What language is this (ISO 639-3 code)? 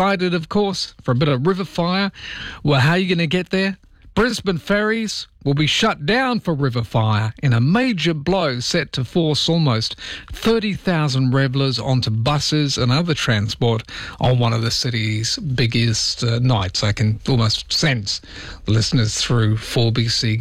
eng